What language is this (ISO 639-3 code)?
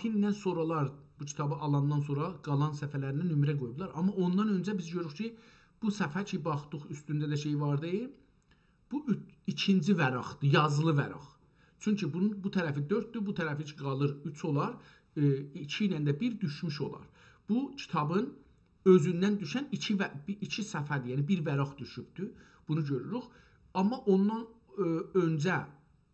azb